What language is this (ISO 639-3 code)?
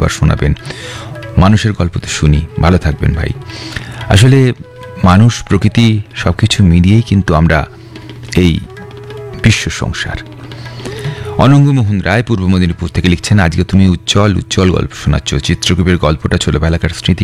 ben